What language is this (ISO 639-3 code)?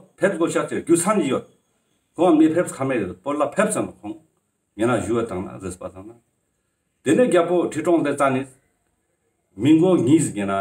lbj